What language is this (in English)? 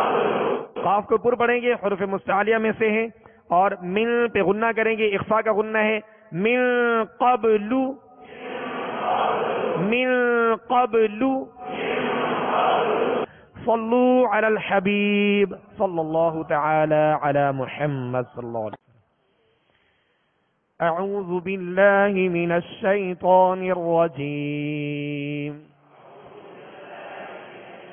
Urdu